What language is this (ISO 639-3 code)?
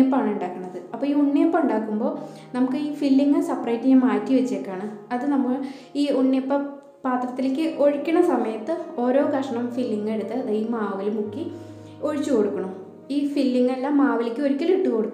mal